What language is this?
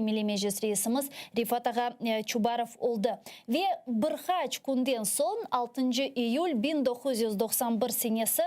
Crimean Tatar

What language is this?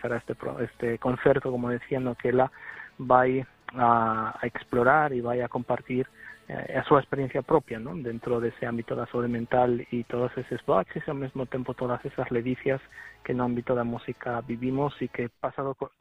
Galician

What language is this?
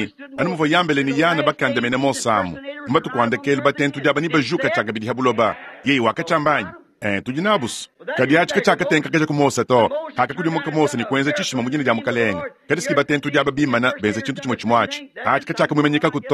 Luba-Lulua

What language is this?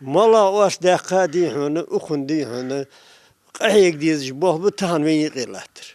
Ingush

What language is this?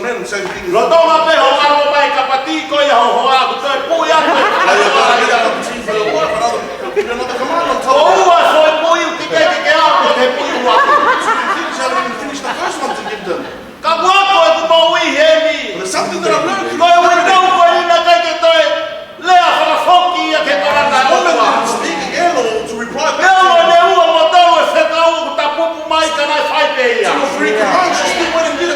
Tongan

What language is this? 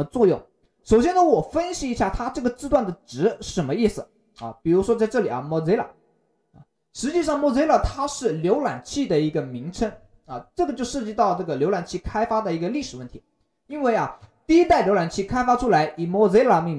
Chinese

